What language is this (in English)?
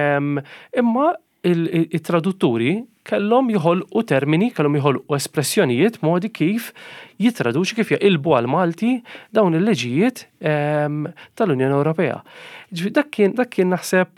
Maltese